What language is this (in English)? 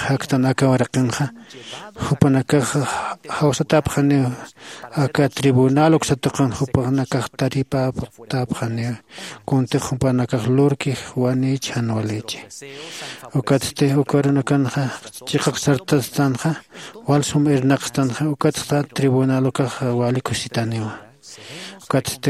Aymara